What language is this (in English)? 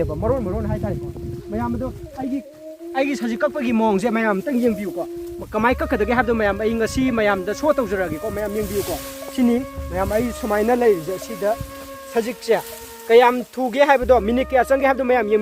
Manipuri